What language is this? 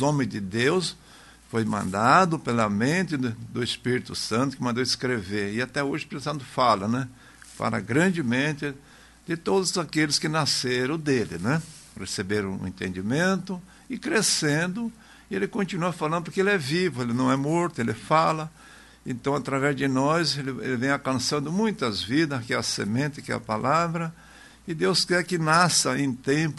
Portuguese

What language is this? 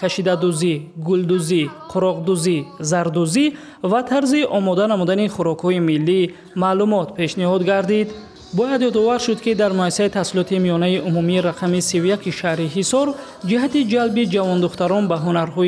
Tajik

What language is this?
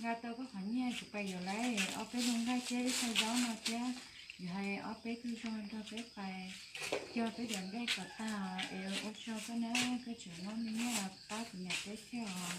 Hmong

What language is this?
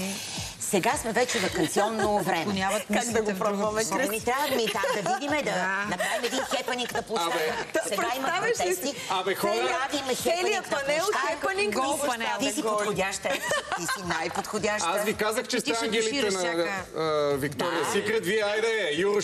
Bulgarian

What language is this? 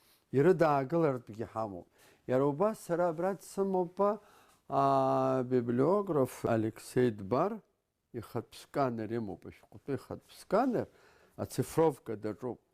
Abkhazian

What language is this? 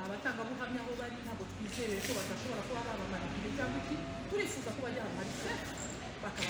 Kinyarwanda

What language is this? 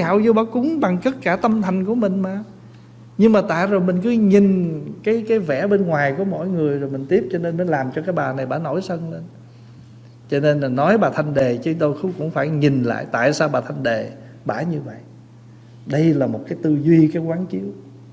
Vietnamese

